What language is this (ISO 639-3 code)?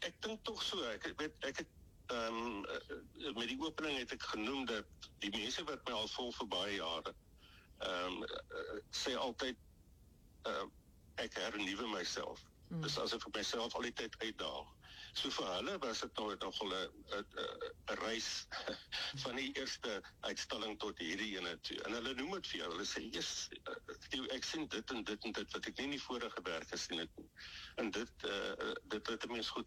afr